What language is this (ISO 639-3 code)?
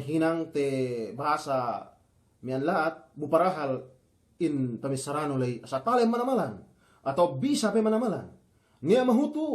yka